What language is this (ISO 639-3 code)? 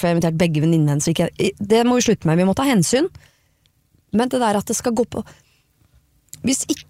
nor